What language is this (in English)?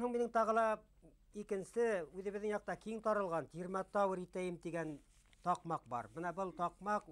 Bashkir